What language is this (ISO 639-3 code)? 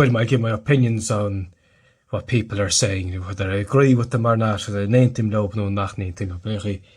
gle